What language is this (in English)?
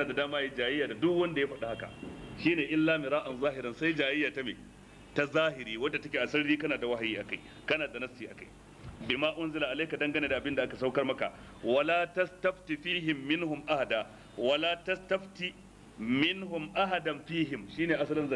Hausa